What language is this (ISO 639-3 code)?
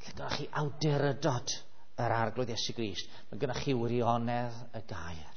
cym